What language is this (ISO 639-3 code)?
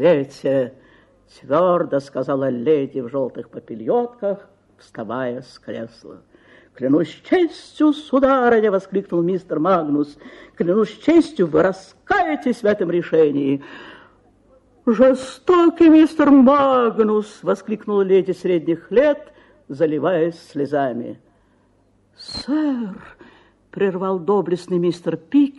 rus